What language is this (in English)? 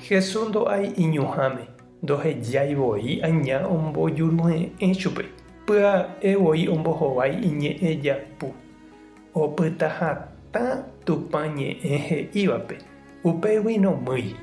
Guarani